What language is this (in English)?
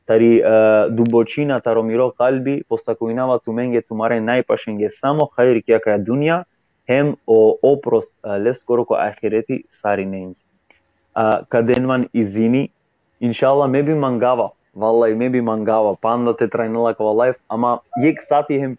Balkan Romani